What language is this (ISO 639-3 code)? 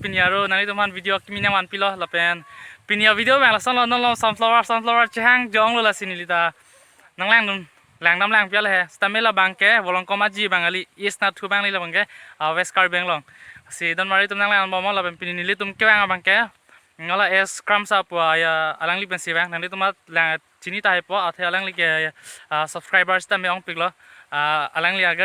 mjw